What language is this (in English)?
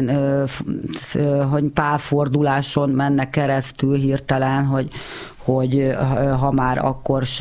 Hungarian